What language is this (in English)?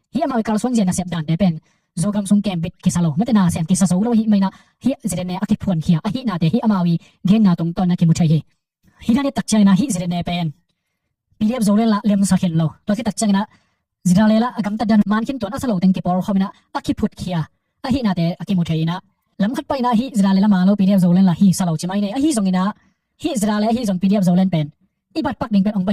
Tedim Chin